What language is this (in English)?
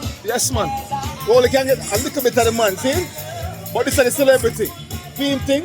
Jamaican Creole English